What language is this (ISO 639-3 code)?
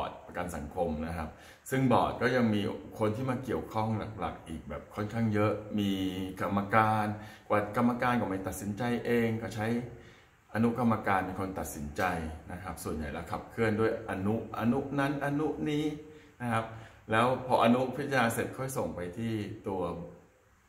tha